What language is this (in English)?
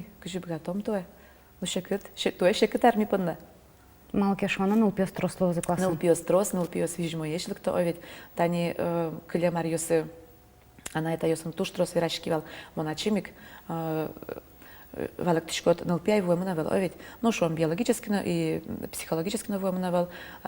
Udmurt